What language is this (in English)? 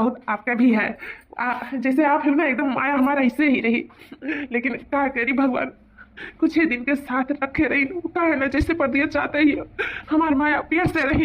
Awadhi